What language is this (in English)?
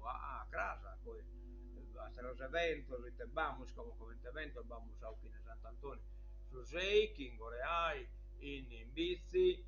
Sardinian